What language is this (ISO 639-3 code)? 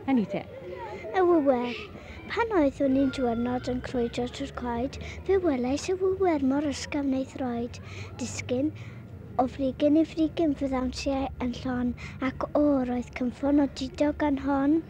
cym